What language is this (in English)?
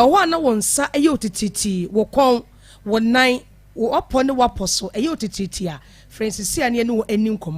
Akan